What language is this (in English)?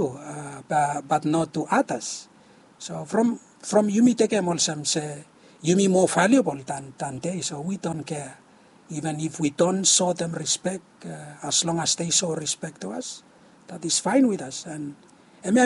Bislama